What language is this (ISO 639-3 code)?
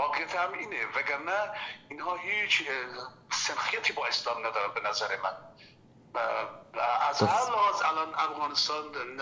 fas